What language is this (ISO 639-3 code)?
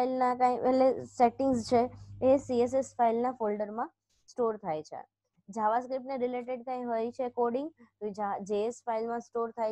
guj